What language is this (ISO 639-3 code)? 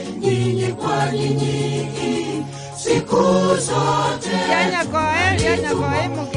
guz